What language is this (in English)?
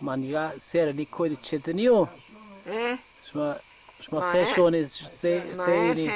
Zaza